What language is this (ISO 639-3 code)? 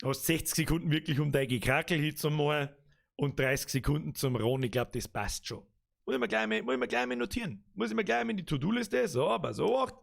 bar